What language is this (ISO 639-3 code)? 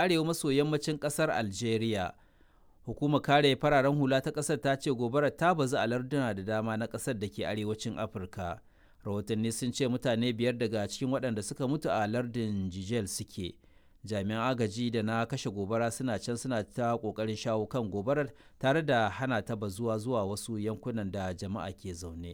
hau